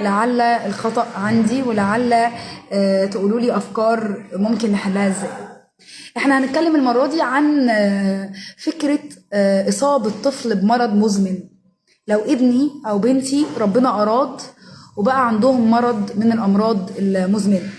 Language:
Egyptian Arabic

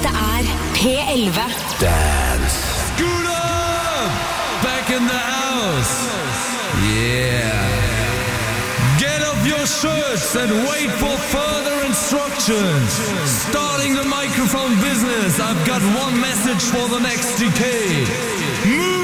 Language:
Norwegian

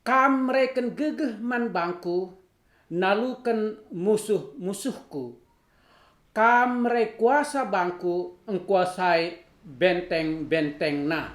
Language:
Batak Karo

